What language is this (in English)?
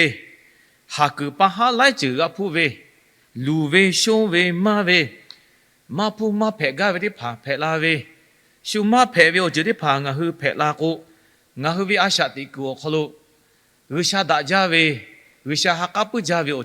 Lahu